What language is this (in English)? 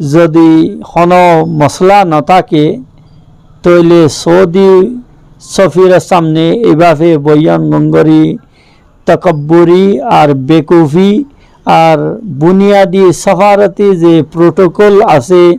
Rohingya